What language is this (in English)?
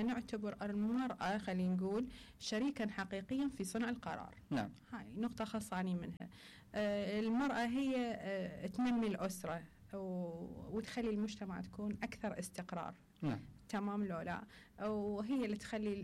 Mesopotamian Arabic